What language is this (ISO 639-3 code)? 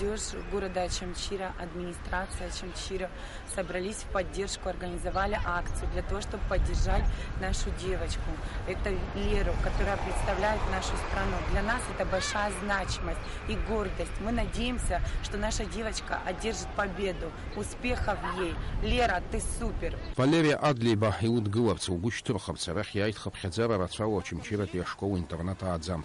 abk